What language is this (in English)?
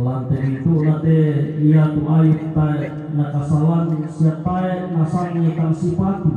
Toraja-Sa'dan